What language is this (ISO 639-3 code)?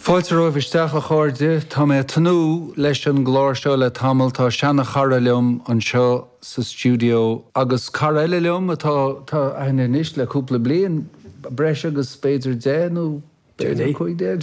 gle